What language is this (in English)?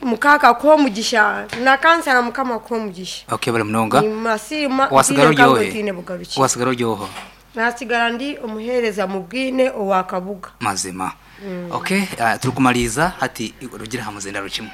Nyankole